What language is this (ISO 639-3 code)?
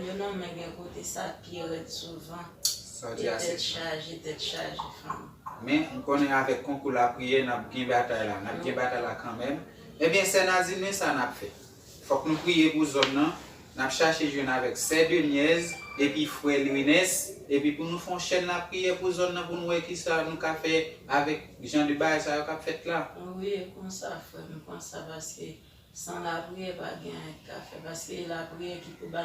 hat